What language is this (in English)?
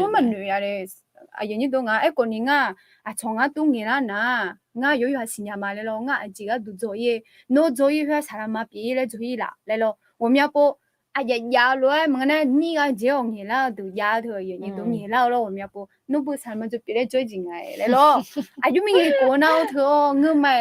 Akha